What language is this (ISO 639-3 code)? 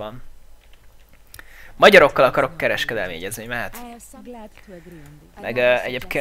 hun